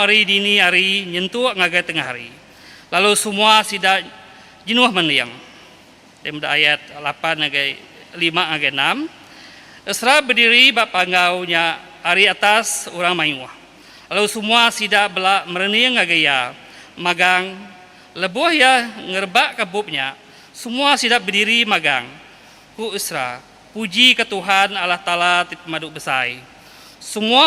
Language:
Iban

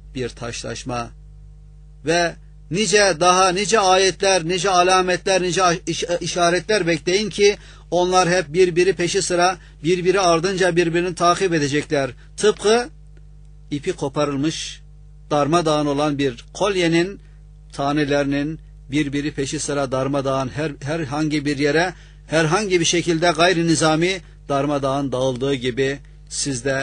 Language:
Turkish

